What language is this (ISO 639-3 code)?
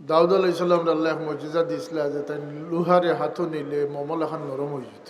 syl